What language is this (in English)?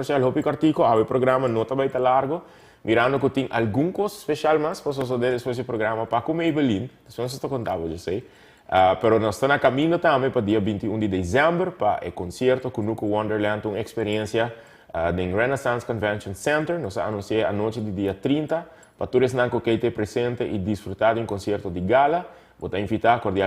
Papiamento